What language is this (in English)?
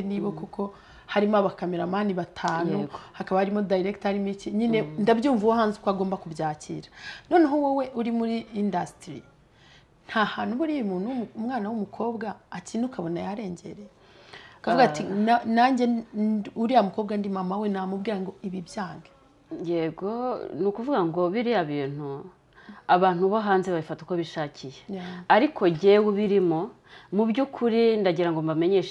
Kinyarwanda